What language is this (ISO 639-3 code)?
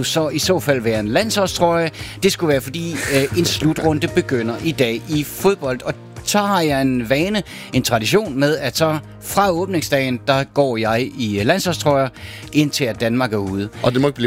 dan